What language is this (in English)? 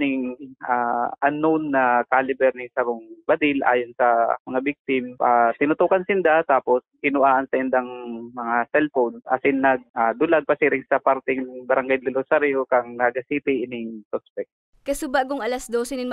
Bikol